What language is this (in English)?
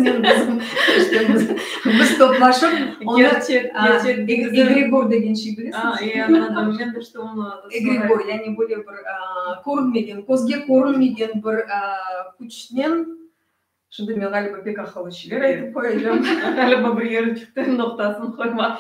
Crimean Tatar